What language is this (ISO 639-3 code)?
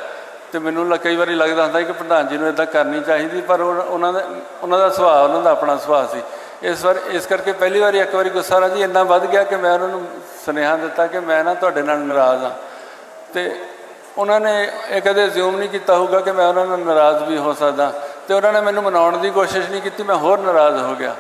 pan